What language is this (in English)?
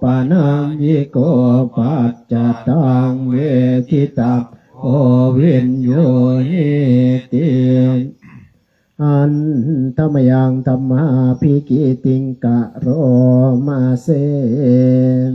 Pali